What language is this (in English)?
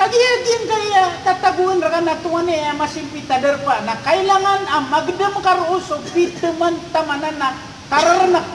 Maranao